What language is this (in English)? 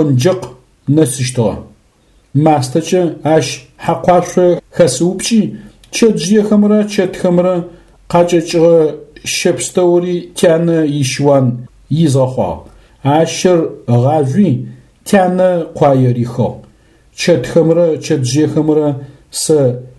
Adyghe